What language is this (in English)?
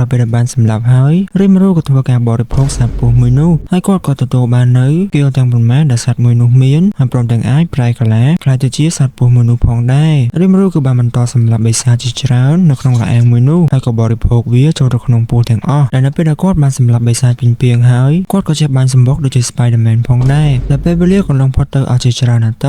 Khmer